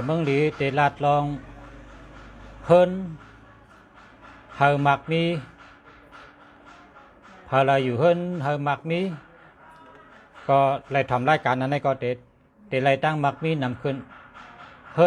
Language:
Shan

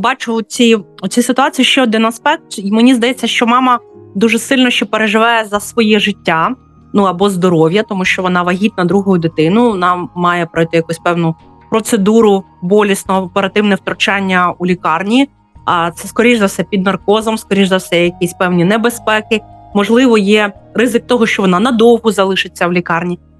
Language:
Ukrainian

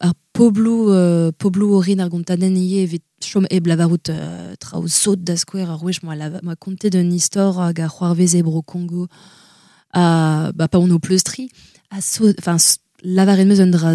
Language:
Breton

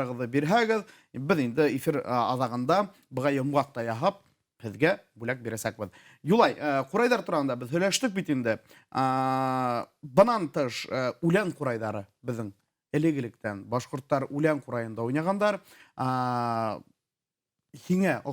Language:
Bashkir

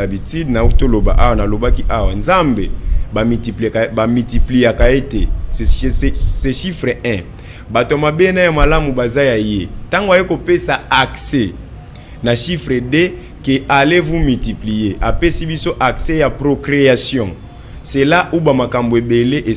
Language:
Lingala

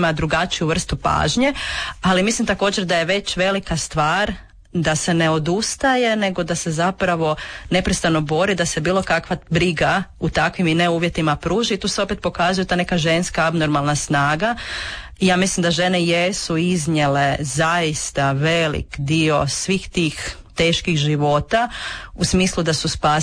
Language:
Croatian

